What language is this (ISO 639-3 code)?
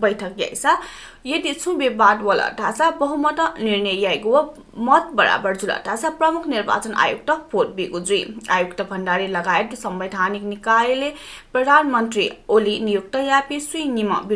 new